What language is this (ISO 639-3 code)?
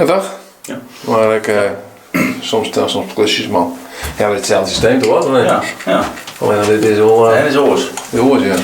fry